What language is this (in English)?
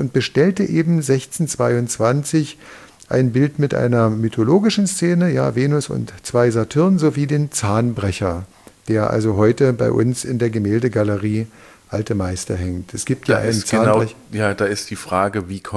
German